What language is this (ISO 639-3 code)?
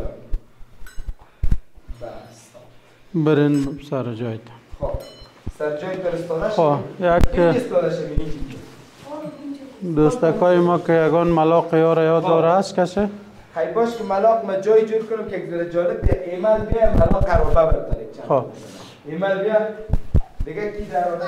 fas